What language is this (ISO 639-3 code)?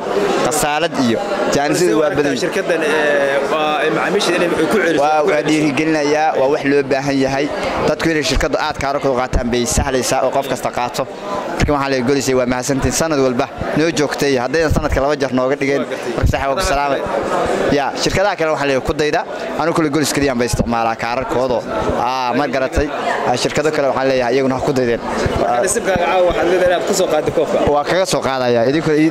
som